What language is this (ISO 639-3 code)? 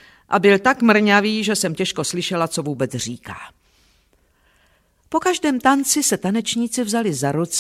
ces